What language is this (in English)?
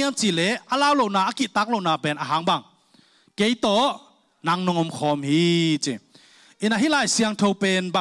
Tedim Chin